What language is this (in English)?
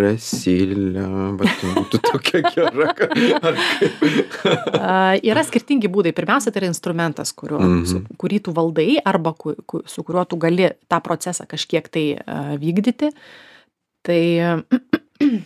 Lithuanian